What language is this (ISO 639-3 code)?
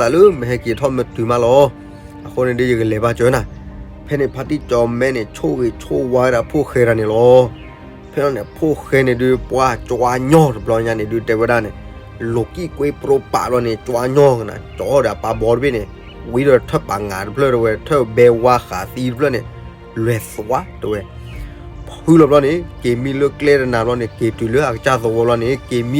ksw